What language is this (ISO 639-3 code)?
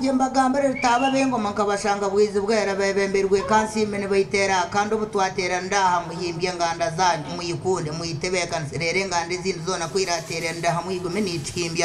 nyn